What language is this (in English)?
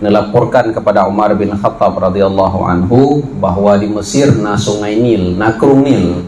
Achinese